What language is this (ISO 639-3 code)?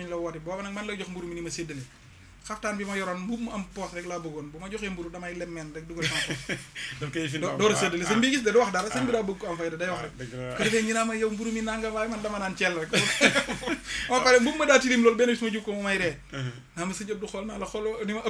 wol